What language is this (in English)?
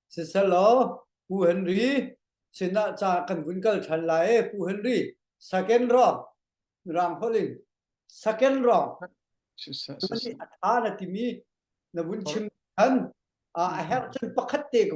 Hakha Chin